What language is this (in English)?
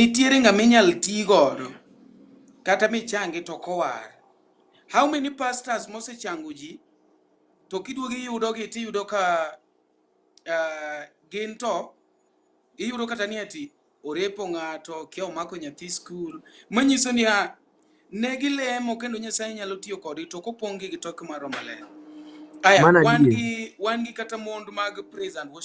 Luo (Kenya and Tanzania)